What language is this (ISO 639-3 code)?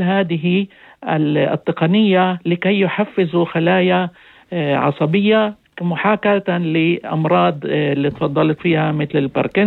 apc